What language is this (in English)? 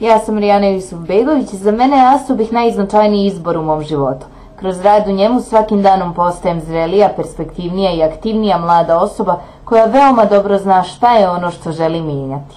Bosnian